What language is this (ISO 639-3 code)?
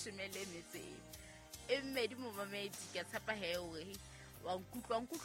sot